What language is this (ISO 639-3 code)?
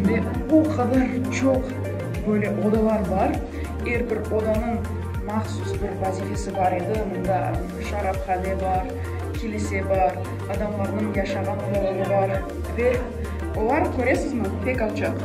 crh